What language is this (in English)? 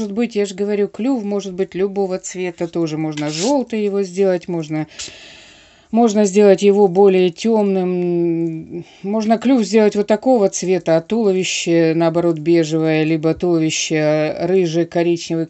Russian